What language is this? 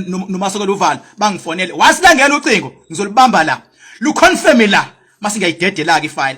Zulu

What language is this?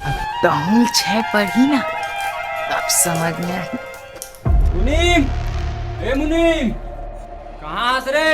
Chhattisgarhi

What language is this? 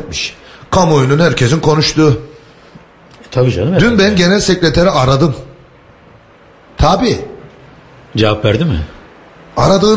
Turkish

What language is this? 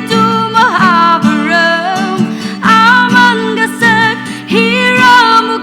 Tangkhul Naga (India)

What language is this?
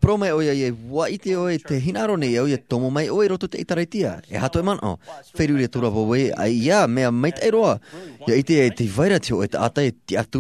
Tahitian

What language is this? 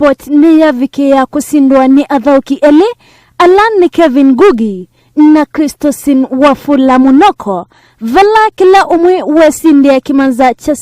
Kamba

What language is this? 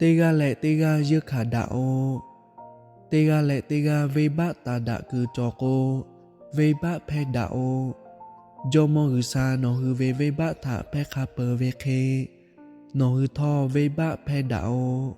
Lahu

